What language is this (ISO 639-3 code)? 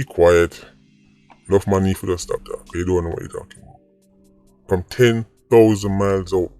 jam